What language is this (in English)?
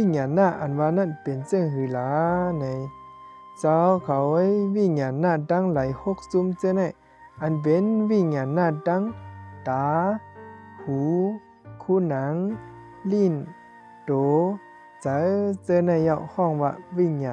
Shan